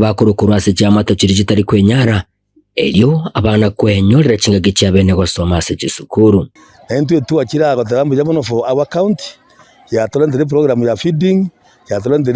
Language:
Gusii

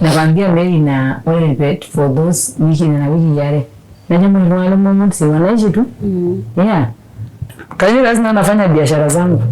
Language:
Masai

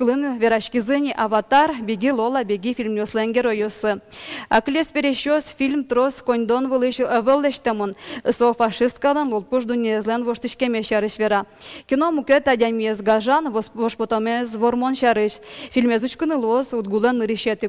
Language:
Udmurt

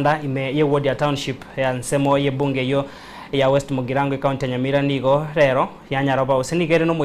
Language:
Gusii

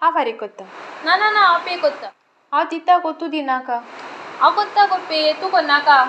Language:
Konkani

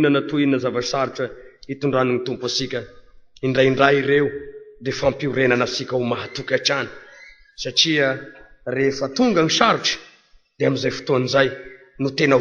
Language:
Malagasy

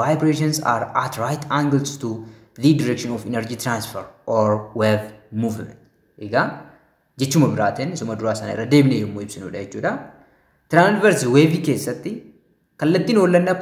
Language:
Oromo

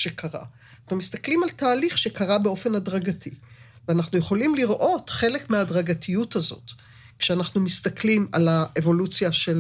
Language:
Hebrew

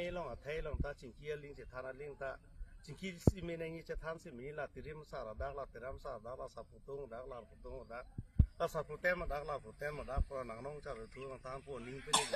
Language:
Karbi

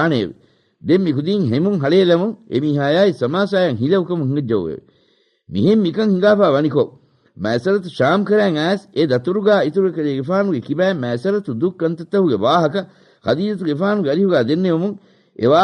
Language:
Divehi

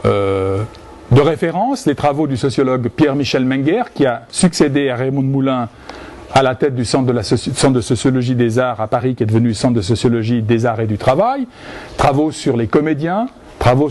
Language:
French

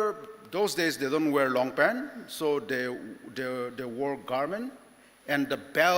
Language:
Ao Naga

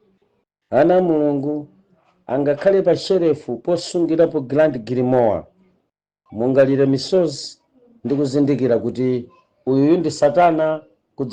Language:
Nyanja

